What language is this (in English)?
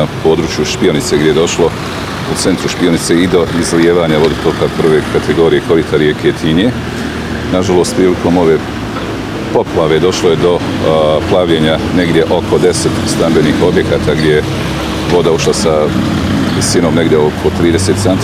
Bosnian